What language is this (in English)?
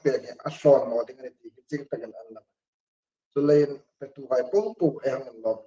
Hmar